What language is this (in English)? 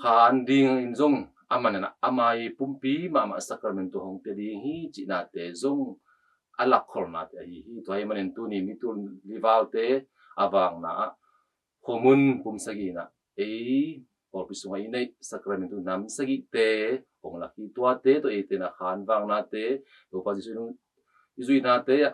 Tedim Chin